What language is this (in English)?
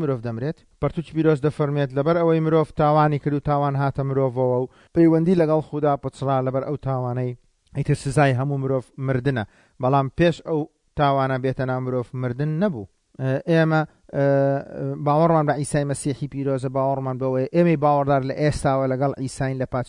Central Kurdish